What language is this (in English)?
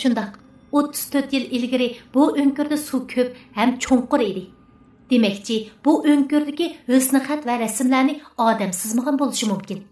Uyghur